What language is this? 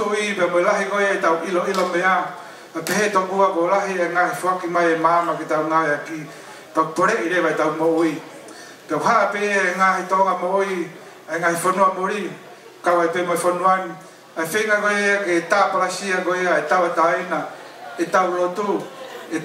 Tongan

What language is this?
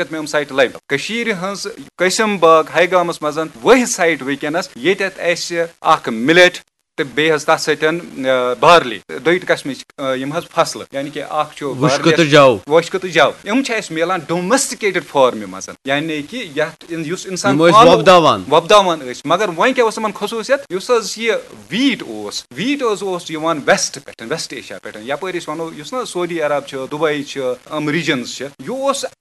Kashmiri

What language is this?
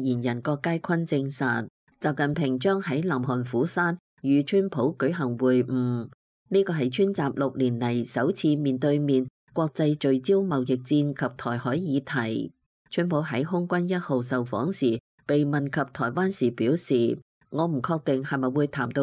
Cantonese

